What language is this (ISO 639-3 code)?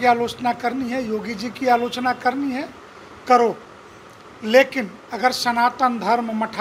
hin